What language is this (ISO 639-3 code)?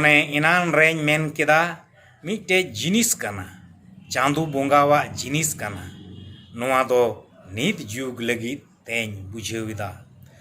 sat